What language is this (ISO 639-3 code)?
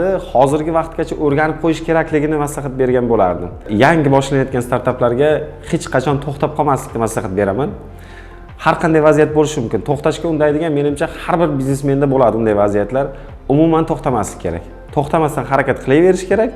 uzb